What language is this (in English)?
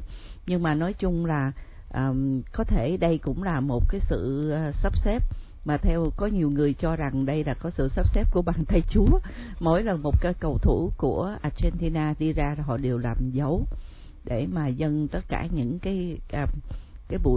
Vietnamese